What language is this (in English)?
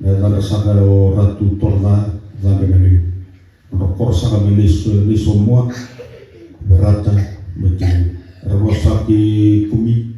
Fijian